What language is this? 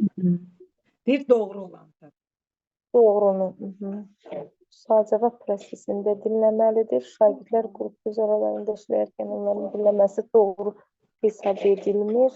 Azerbaijani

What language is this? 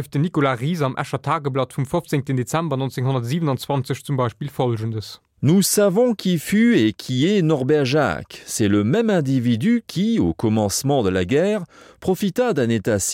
Luxembourgish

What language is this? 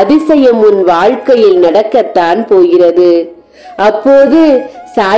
Tamil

